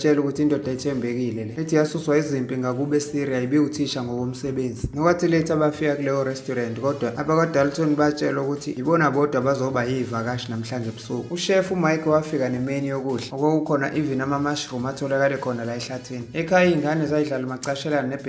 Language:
Zulu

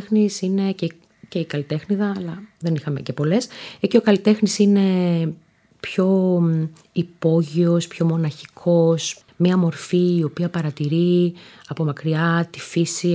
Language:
Greek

